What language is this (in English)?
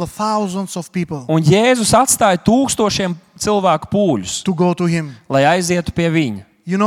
Latvian